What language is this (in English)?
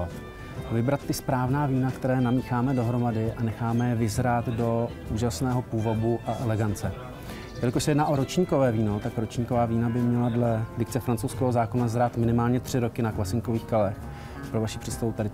Czech